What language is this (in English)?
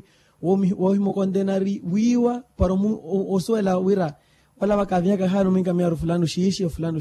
Makhuwa